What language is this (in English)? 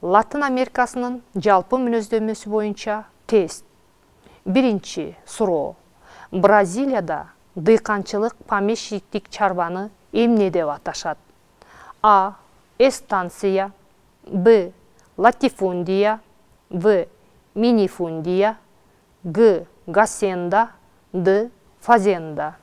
Kyrgyz